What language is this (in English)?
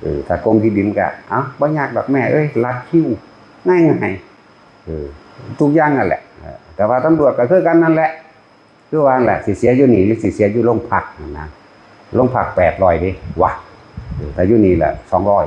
Northeastern Thai